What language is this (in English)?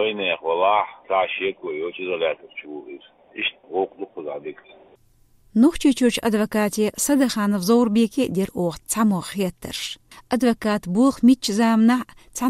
Chechen